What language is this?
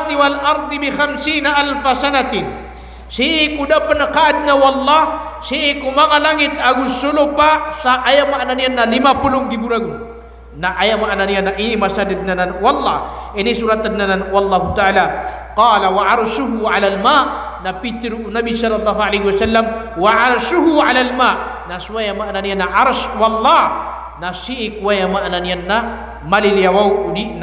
Maranao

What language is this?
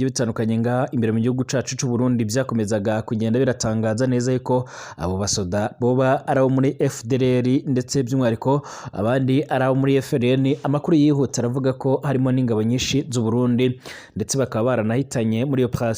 Rundi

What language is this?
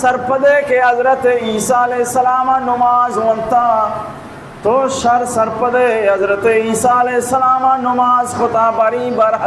Baluchi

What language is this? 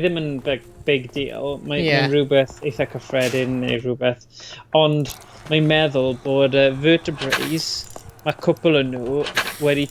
Welsh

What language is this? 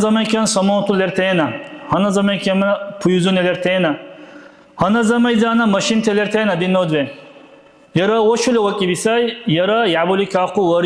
Dargwa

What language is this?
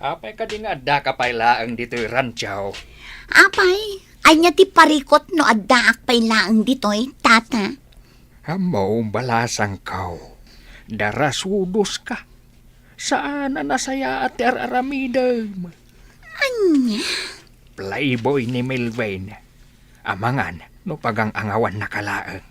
Iloko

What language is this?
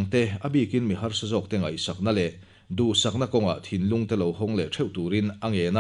Mizo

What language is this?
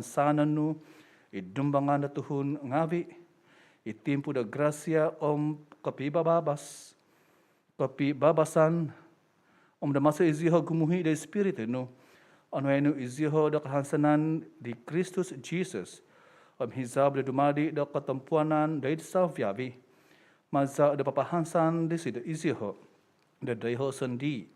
Central Dusun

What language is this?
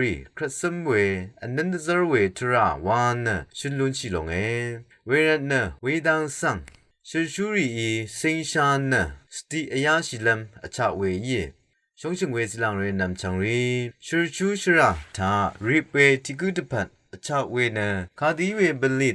Rawang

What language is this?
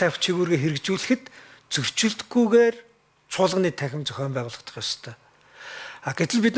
Mongolian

